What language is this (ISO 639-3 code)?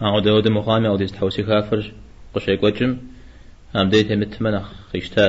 kbd